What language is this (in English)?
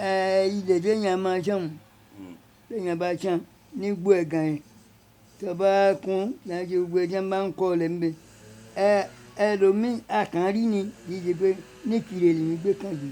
Yoruba